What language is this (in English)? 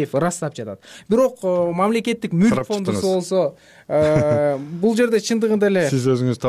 Kyrgyz